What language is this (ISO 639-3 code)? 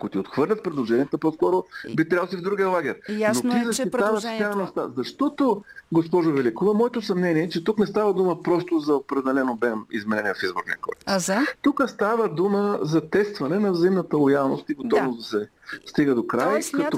bul